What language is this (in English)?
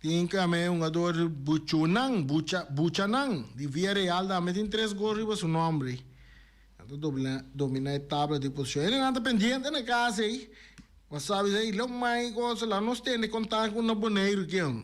Papiamento